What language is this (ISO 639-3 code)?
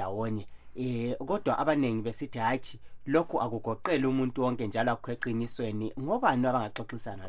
nde